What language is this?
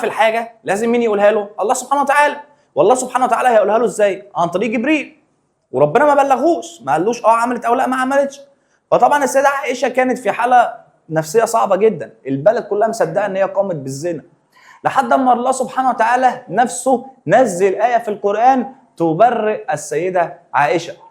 Egyptian Arabic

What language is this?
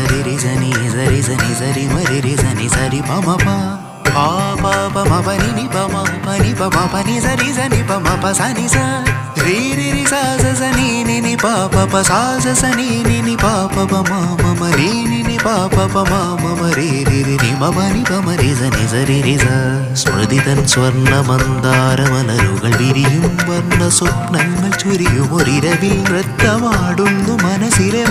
Malayalam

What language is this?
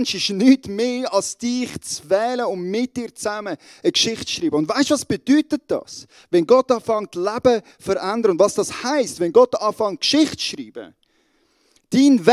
Swiss German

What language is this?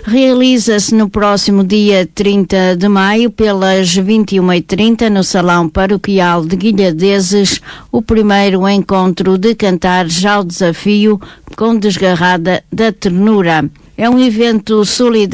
Portuguese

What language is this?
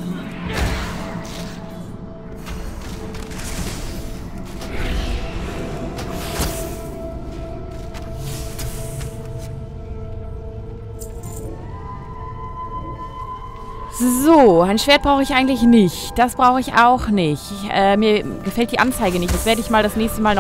German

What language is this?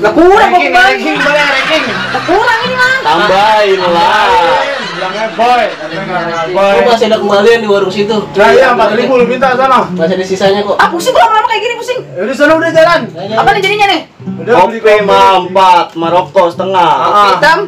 Betawi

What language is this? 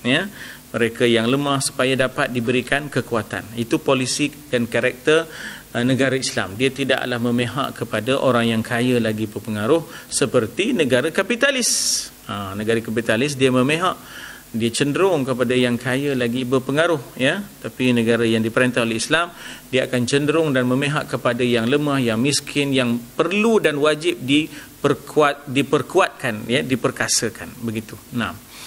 Malay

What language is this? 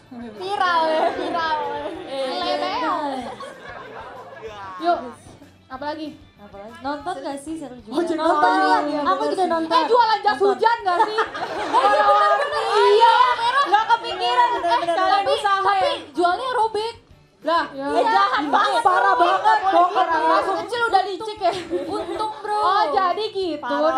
Indonesian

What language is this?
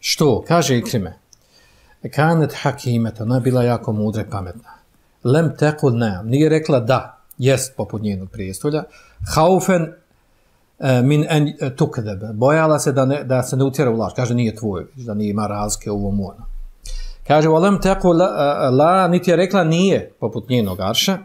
Bosnian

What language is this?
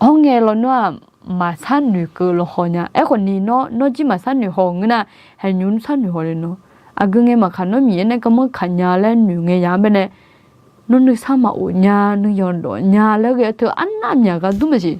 Akha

